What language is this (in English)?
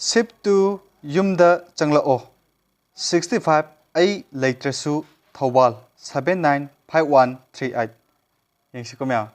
Manipuri